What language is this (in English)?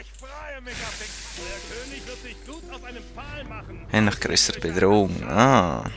Swiss German